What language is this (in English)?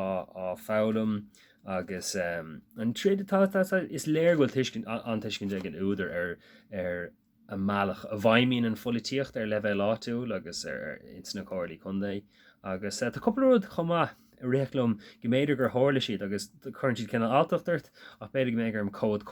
Irish